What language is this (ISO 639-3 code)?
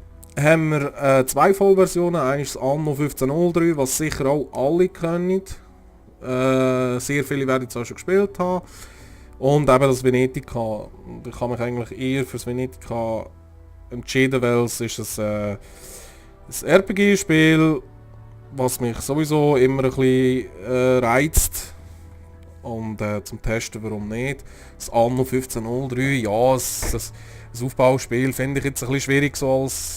gsw